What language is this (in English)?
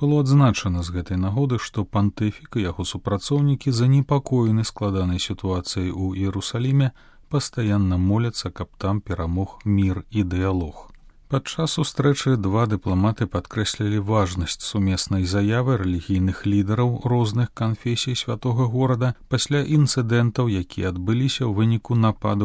Belarusian